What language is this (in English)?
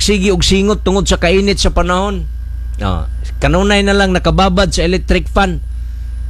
Cebuano